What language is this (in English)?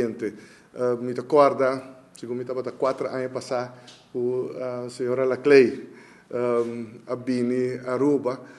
Papiamento